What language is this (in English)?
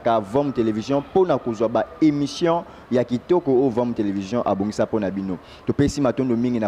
Lingala